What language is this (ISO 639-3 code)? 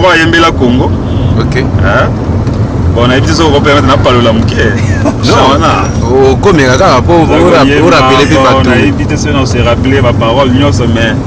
lin